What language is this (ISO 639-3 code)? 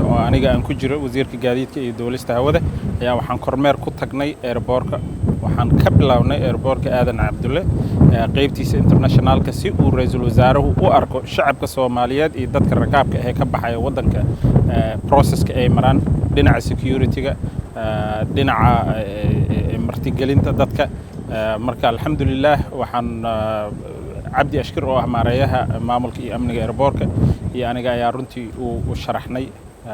som